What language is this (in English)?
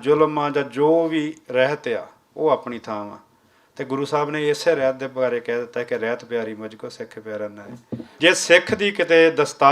Western Panjabi